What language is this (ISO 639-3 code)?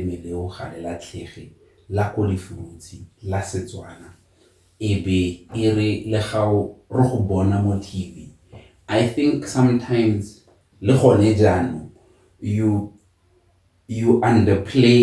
tsn